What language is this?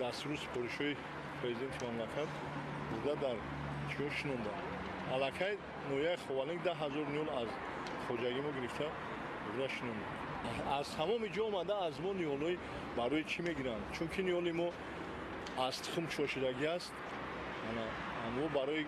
Tajik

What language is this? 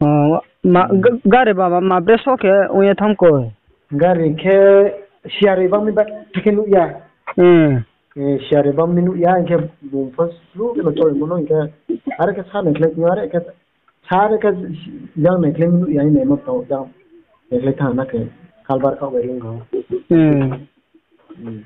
Riang (India)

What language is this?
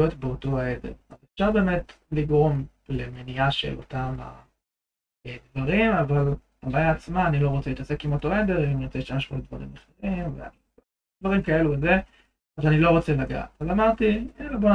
Hebrew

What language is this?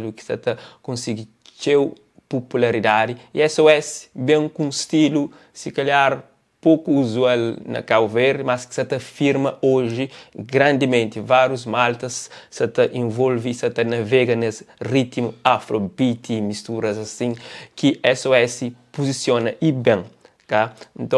Kabuverdianu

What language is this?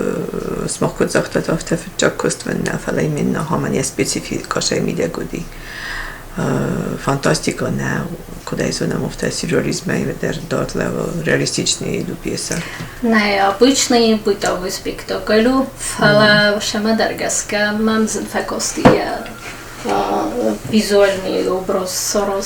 Ossetic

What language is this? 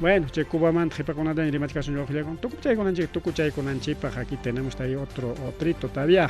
Ayacucho Quechua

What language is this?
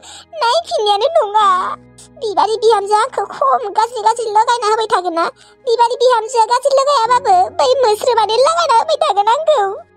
Bodo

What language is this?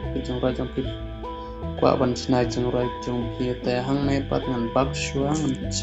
Khasi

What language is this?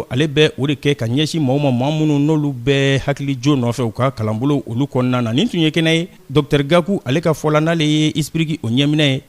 Bambara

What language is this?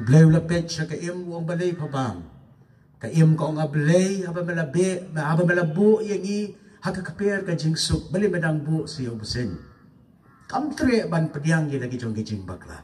Khasi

